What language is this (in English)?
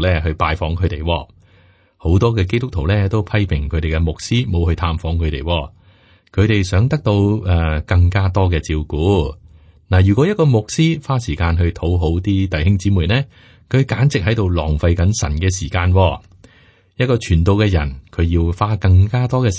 Cantonese